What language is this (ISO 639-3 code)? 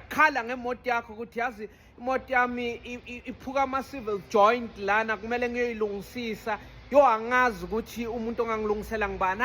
zul